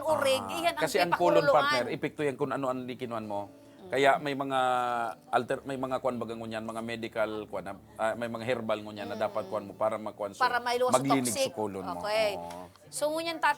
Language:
Bikol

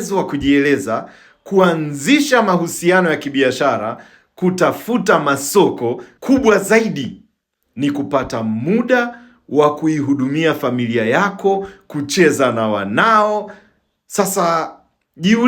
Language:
Swahili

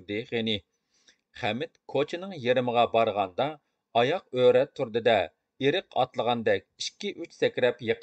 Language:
Uyghur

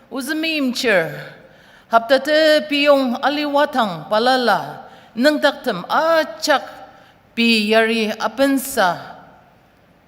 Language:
Ao Naga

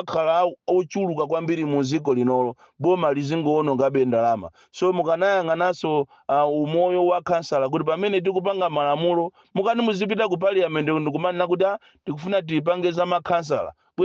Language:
Nyanja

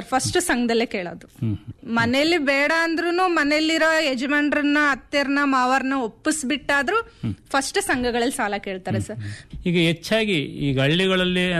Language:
Kannada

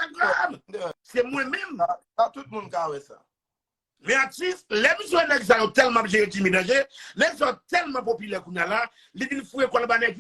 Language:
Haitian Creole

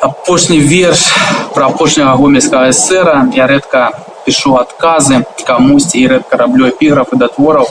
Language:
Belarusian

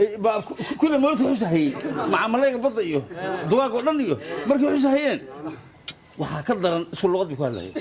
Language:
Somali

